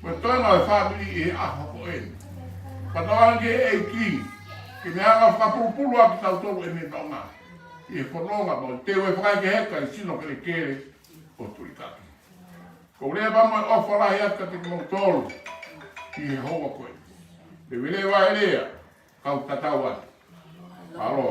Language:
Tongan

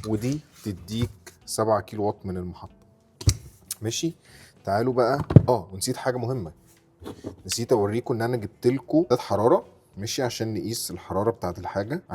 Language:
Egyptian Arabic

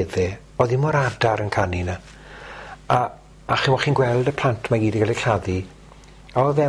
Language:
Welsh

